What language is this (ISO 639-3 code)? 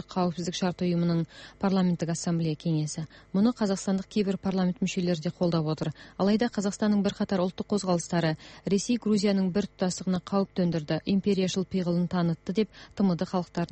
kaz